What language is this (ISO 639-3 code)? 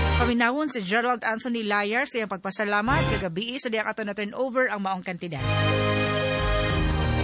ceb